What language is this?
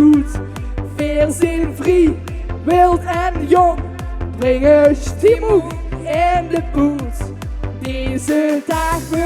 Limburgish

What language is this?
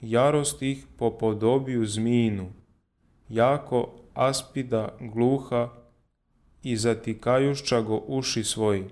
Serbian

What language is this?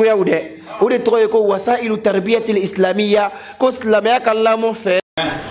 Bambara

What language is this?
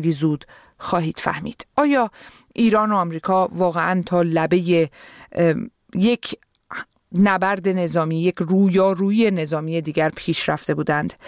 Persian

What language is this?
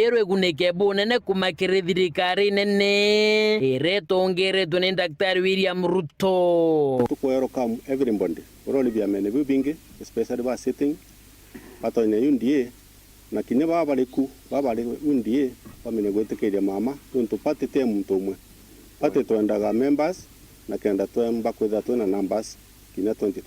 Meru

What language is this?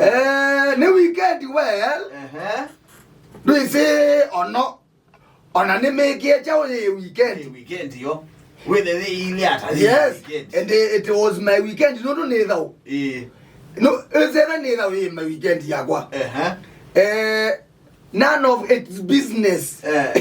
Kamba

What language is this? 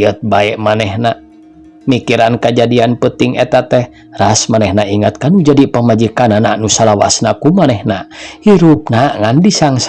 Sundanese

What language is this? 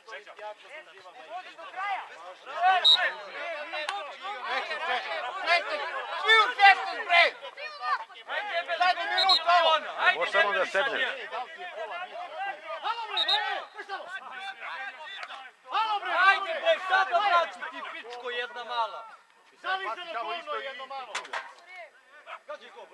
Serbian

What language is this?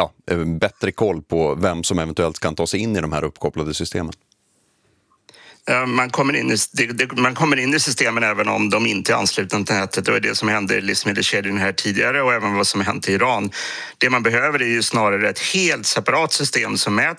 Swedish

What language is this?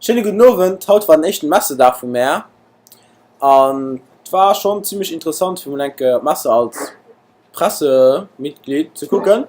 Luxembourgish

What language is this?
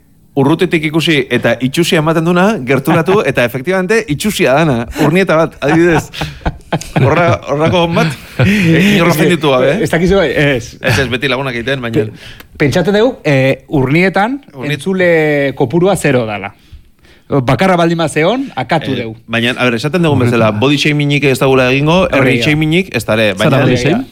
Basque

